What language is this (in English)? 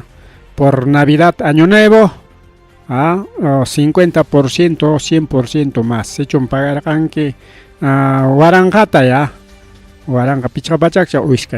Ayacucho Quechua